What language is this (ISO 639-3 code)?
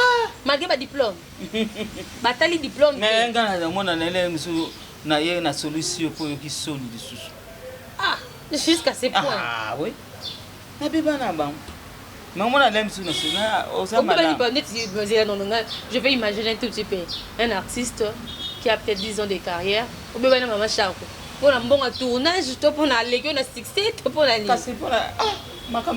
lin